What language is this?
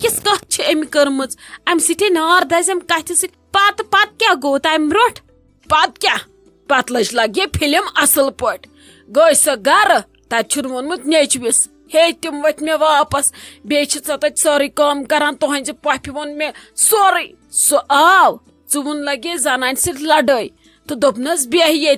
Kashmiri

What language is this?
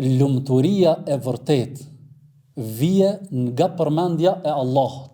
Albanian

